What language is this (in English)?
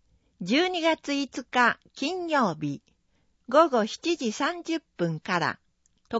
Japanese